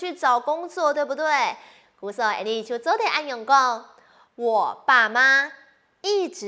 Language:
Hakka Chinese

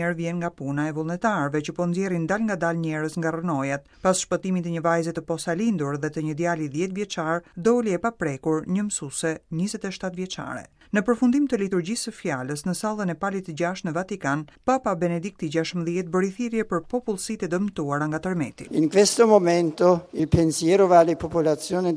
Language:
Albanian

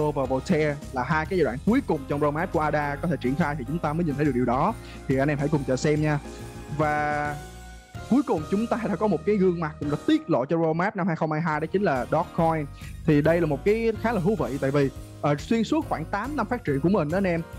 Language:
Vietnamese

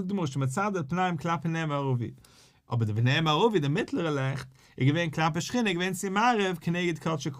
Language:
Yiddish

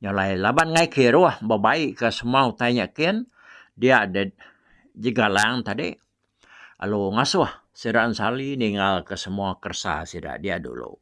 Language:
Iban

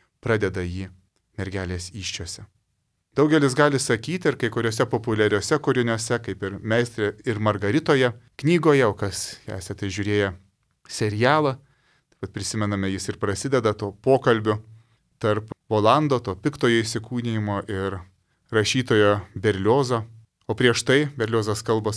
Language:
Lithuanian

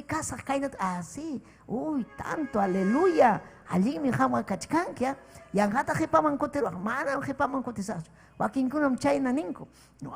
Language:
Ayacucho Quechua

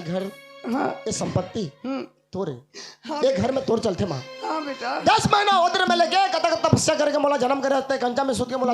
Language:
Chhattisgarhi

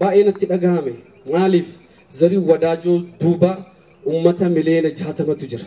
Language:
Oromo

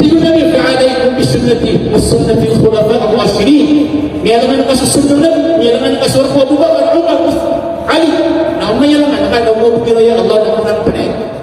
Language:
Maranao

